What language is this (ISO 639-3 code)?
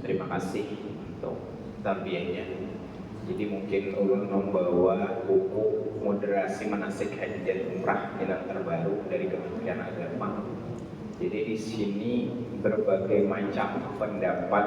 bjn